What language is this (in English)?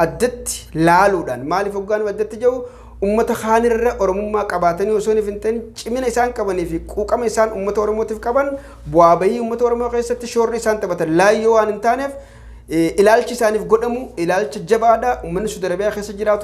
Oromo